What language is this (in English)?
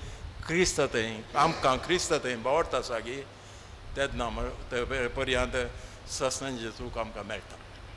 Konkani